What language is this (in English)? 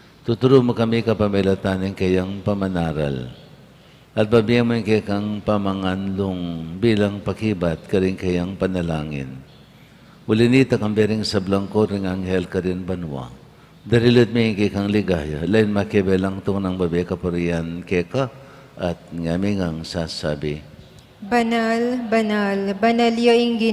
Pampanga